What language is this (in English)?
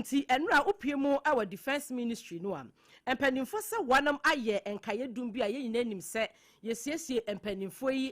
Akan